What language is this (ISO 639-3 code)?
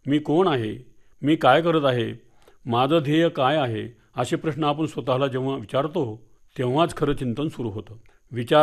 mar